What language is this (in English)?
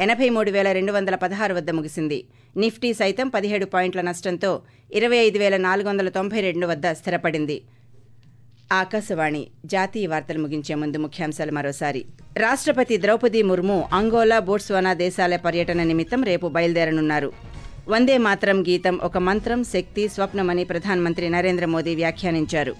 Telugu